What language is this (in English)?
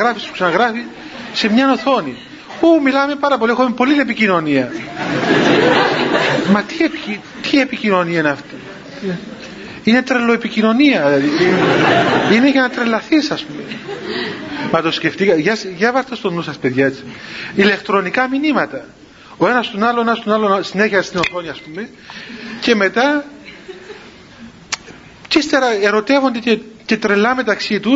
Greek